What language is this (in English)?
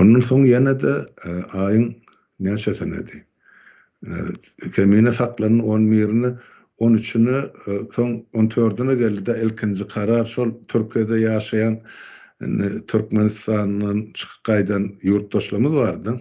Turkmen